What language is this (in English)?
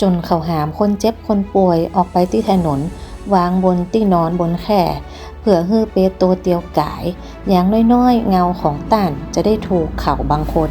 Northern Thai